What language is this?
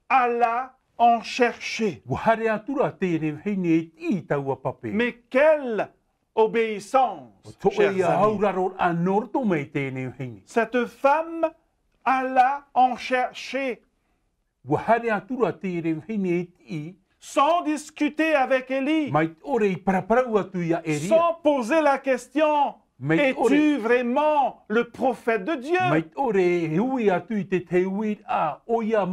Tahitian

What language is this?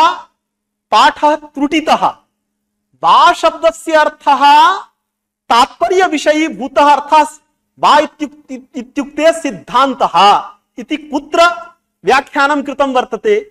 Sanskrit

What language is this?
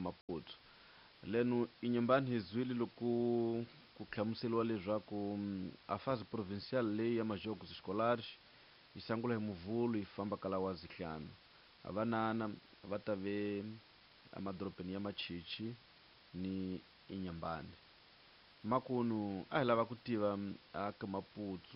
Tsonga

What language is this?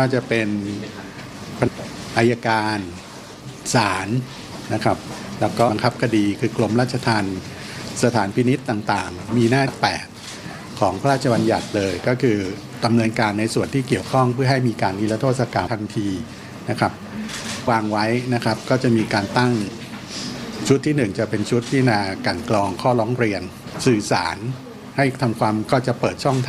Thai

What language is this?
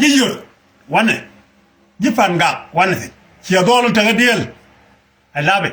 Nuer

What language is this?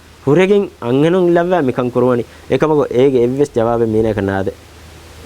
Divehi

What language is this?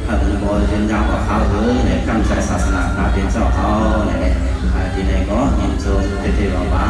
Shan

